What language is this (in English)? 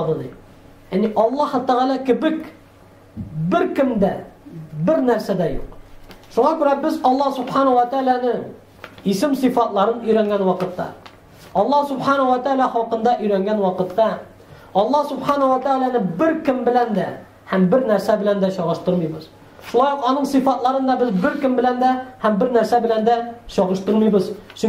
Tatar